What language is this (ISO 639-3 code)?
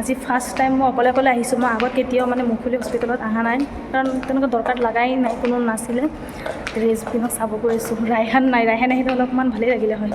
asm